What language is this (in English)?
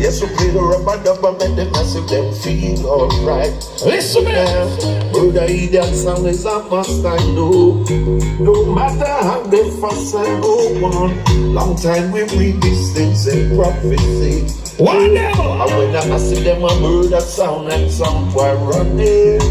Jamaican Creole English